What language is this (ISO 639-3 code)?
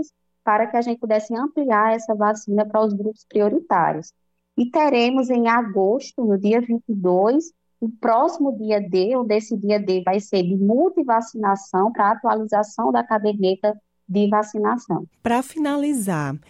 por